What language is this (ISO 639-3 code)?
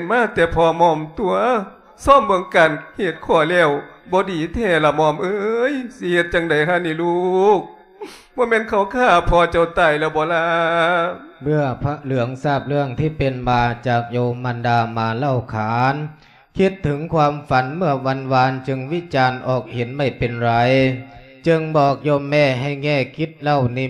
lao